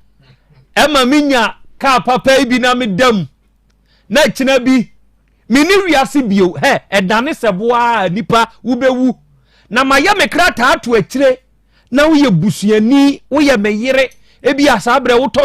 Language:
Akan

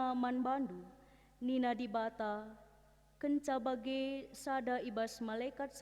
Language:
Batak Karo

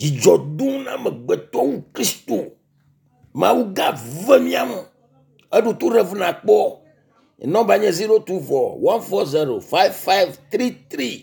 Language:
Ewe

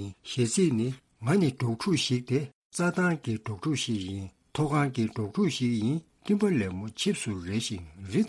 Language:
Tibetan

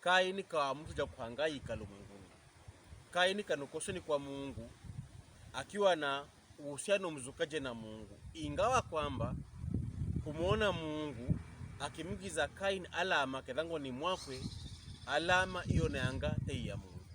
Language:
Pokomo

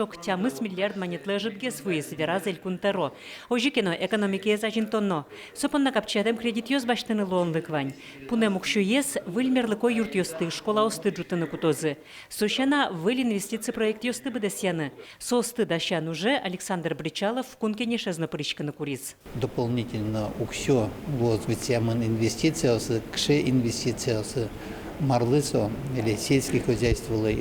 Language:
Udmurt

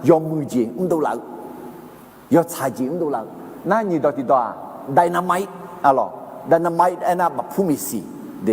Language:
Akha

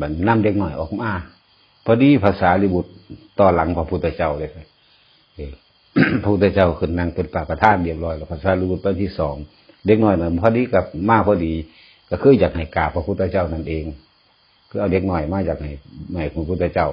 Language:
Northeastern Thai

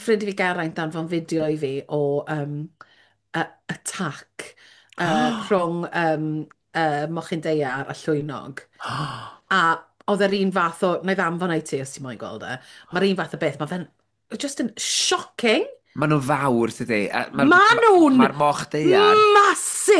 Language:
Welsh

